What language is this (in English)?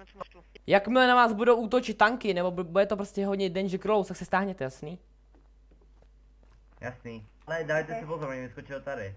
Czech